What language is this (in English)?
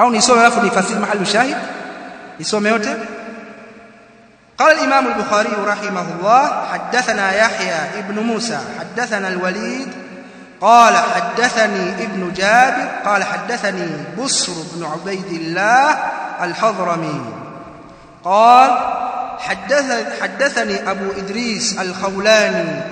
Swahili